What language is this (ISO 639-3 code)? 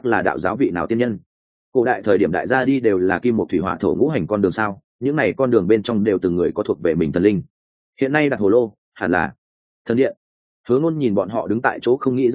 vie